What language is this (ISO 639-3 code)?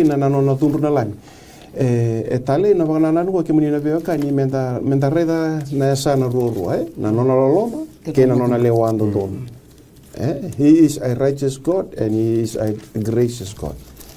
fij